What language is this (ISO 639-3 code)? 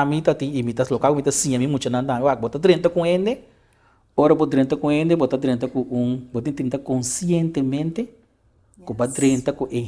pap